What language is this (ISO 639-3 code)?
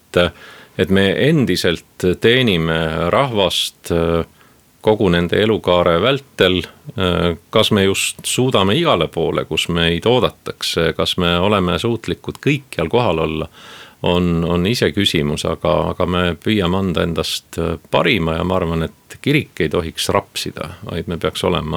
est